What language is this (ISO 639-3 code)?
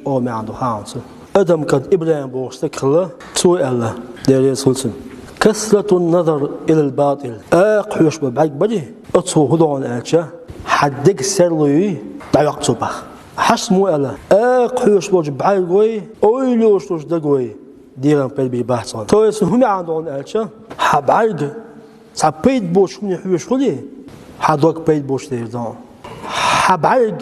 che